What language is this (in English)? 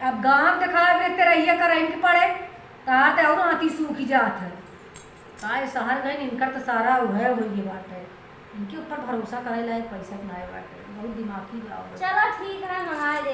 Awadhi